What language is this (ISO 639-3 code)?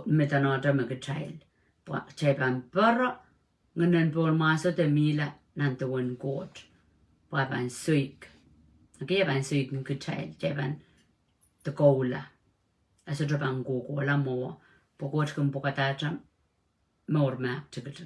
pon